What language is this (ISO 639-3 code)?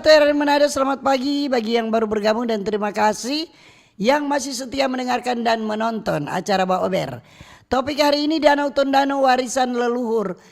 xmm